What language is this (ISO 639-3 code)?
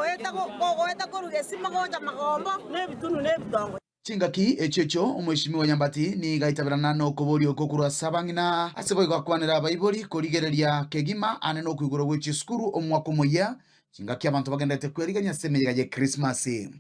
guz